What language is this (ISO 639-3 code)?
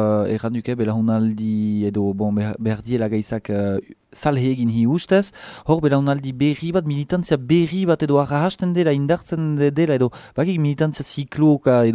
eus